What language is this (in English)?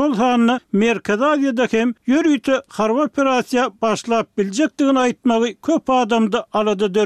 Turkmen